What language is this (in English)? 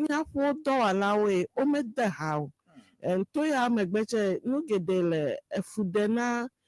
Ewe